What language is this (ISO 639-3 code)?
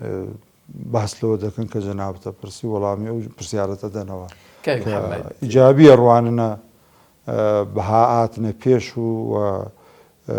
ckb